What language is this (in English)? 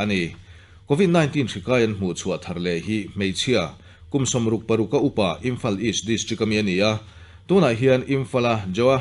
Mizo